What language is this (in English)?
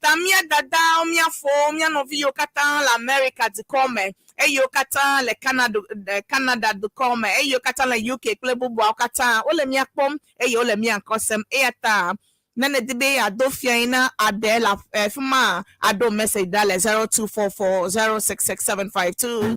Ewe